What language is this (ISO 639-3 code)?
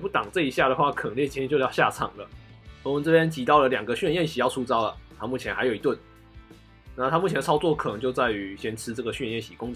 zho